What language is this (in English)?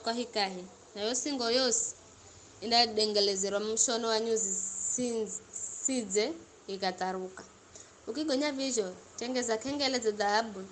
Giryama